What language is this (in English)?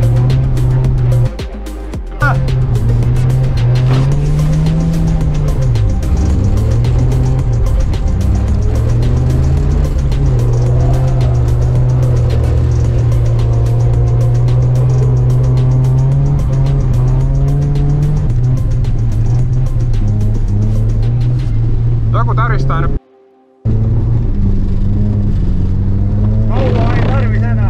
Finnish